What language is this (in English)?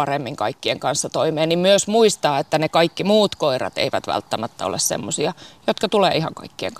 Finnish